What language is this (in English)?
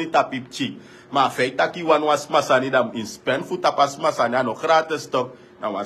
Sranan Tongo